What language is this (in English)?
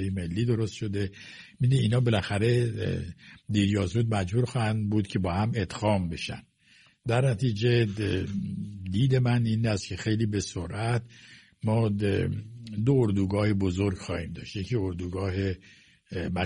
Persian